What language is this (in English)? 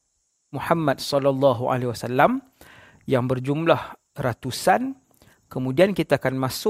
Malay